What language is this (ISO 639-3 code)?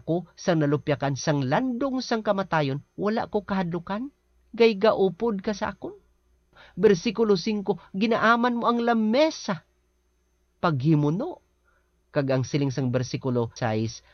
hil